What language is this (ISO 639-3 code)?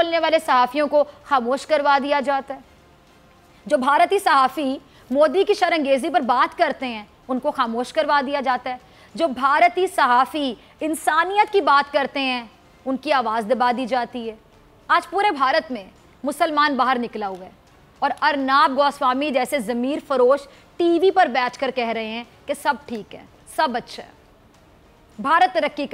urd